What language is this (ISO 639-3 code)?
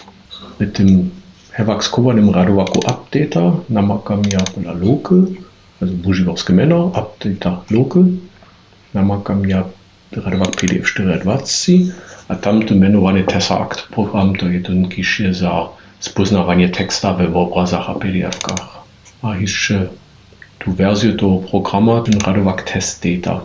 hsb